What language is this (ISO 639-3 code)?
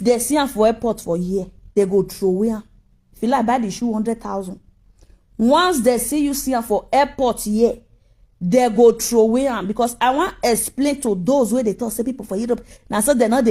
pcm